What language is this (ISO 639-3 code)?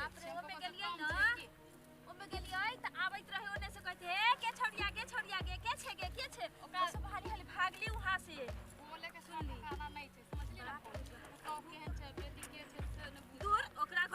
mai